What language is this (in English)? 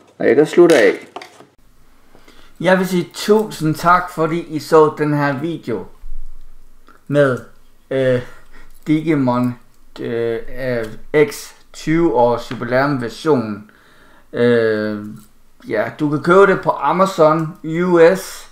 Danish